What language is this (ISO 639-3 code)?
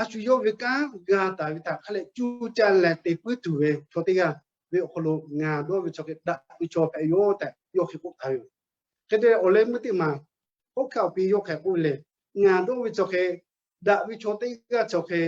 lhu